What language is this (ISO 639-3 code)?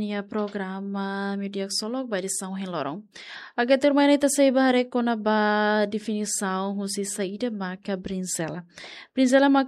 tet